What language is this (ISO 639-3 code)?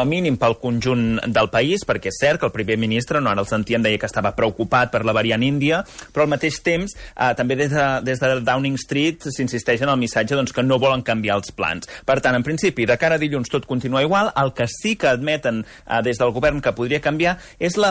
cat